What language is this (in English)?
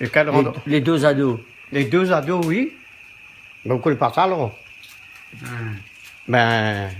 Réunion Creole French